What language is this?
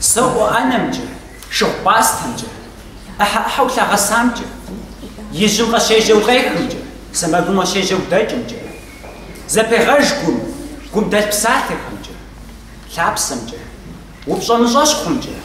Kabardian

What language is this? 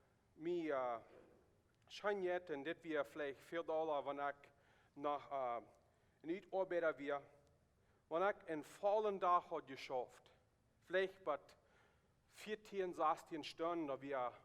Plautdietsch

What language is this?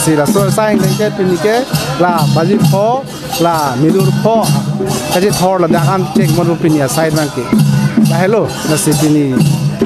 Karbi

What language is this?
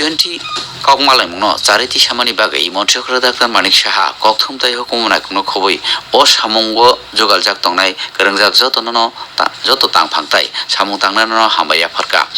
Kok Borok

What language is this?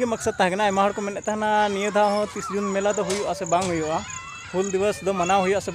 Santali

